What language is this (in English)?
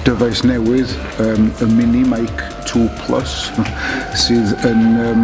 Welsh